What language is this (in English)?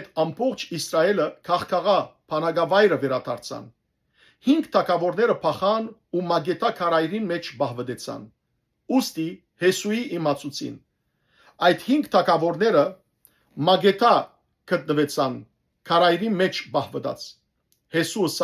Western Armenian